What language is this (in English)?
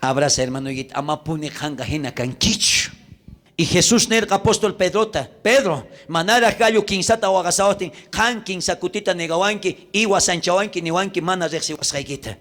South Bolivian Quechua